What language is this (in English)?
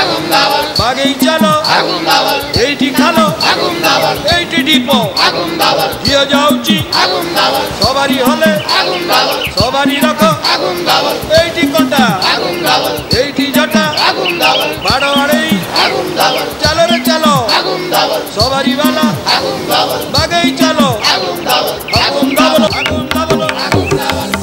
Odia